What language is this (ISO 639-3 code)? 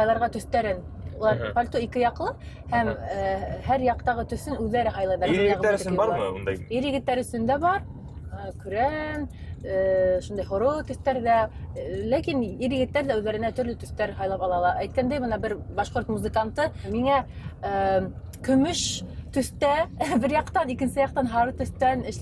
bak